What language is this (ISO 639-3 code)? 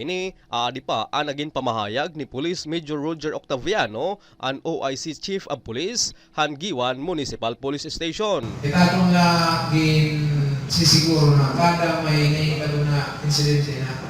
war